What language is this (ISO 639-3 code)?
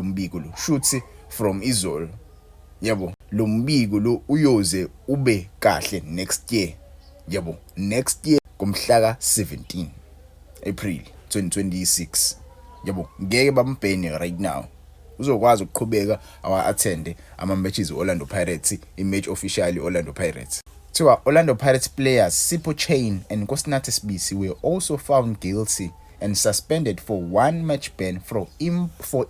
zul